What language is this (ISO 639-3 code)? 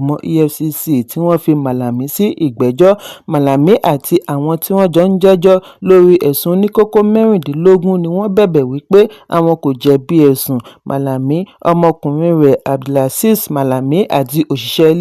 yor